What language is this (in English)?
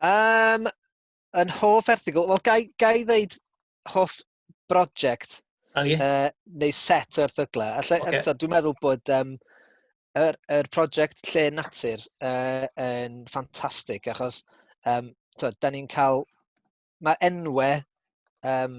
Welsh